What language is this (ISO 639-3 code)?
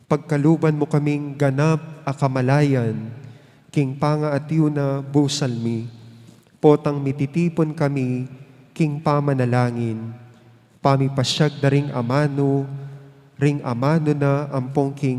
pam